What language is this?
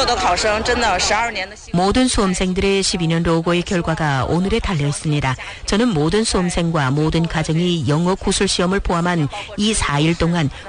Korean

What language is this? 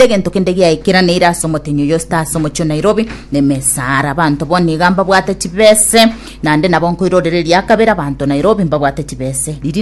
Gusii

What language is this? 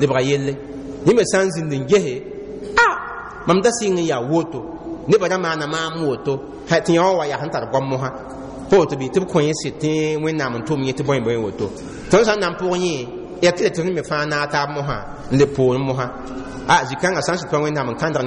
Mossi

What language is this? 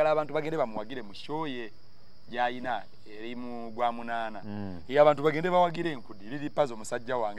Ganda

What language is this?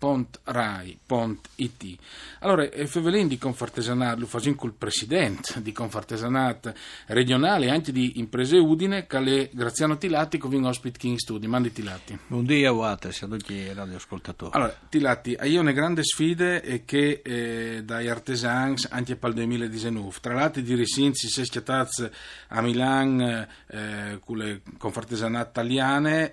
Friulian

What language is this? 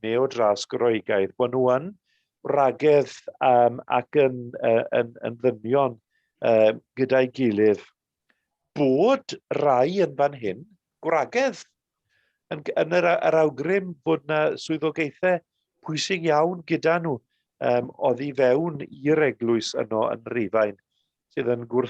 Welsh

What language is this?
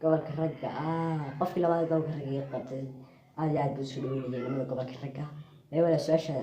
Somali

